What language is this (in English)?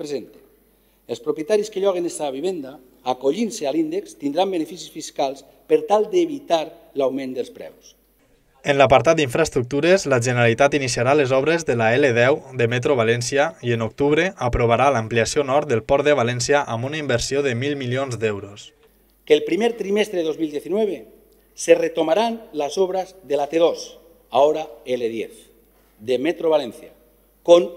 Catalan